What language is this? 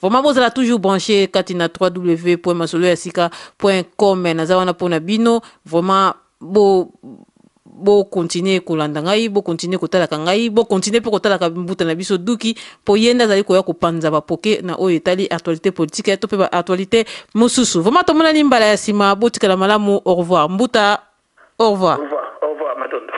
Lingala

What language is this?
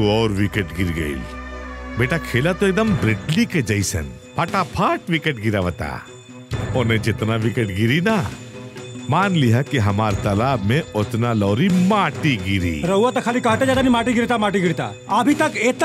Bhojpuri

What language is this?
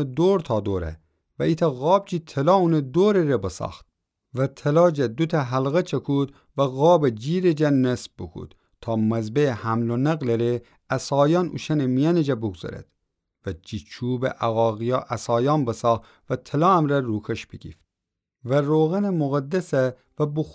Gilaki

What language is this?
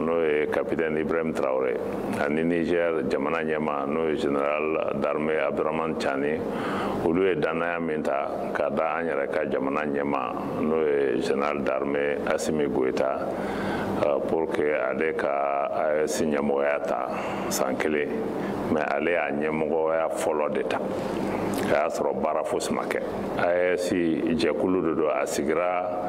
Bambara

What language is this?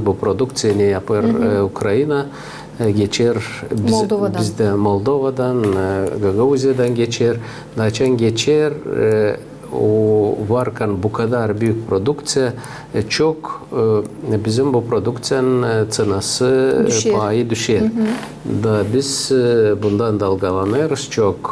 Gagauz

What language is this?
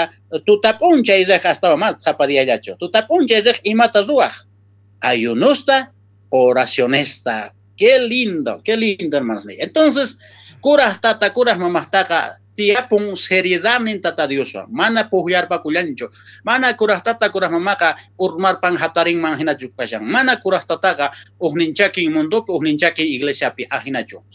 South Bolivian Quechua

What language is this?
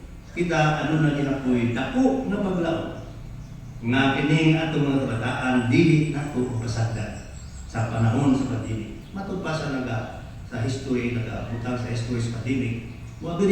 Cebuano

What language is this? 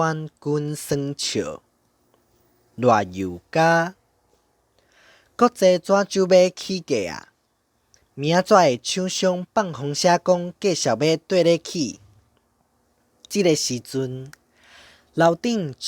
Min Nan Chinese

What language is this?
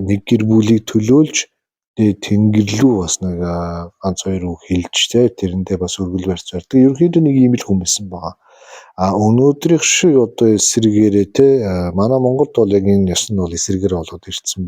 Mongolian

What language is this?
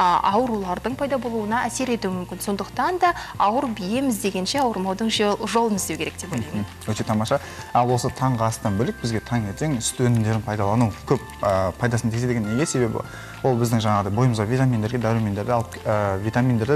Kazakh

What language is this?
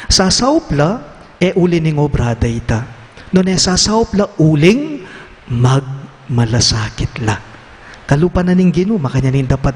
Pampanga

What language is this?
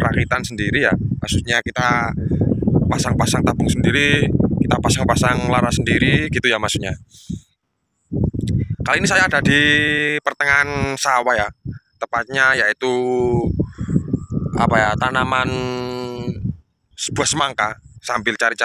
Indonesian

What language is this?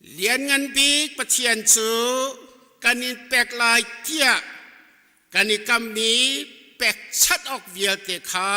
Hakha Chin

